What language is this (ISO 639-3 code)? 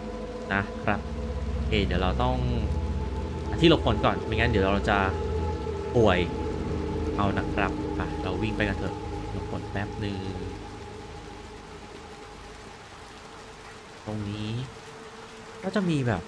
tha